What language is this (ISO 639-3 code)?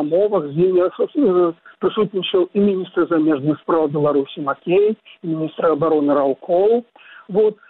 bel